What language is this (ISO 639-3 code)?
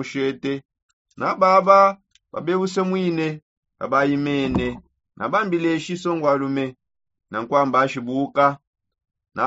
sop